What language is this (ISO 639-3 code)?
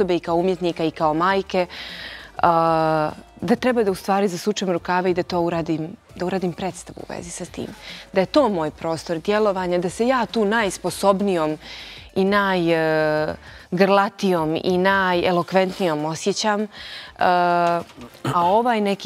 bos